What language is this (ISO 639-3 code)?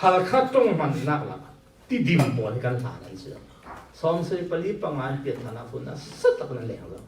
cfm